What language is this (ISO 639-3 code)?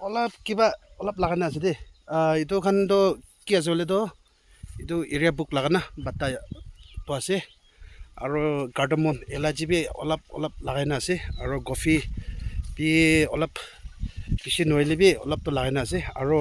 nag